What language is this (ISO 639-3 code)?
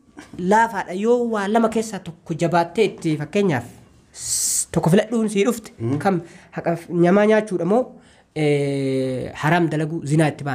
orm